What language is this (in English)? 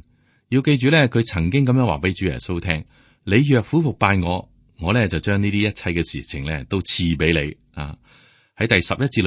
Cantonese